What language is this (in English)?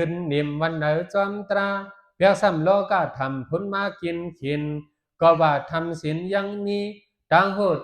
Shan